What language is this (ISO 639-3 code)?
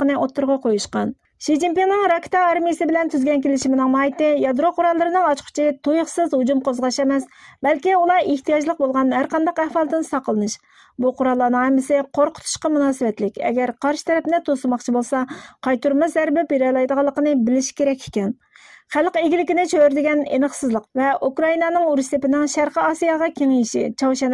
uig